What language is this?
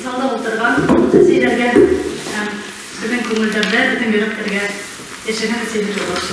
Bashkir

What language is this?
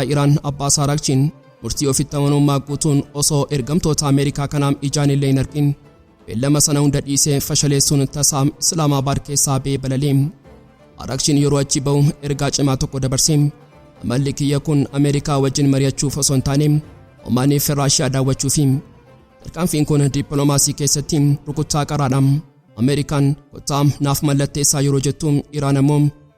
Oromo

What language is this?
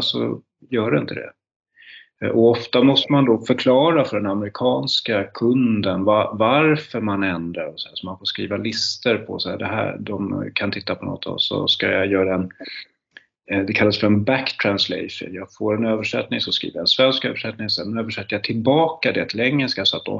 Swedish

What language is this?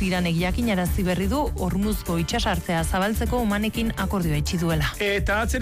Basque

